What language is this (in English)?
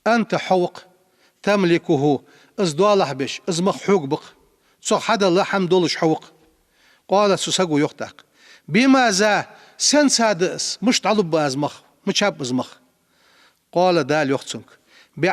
Ingush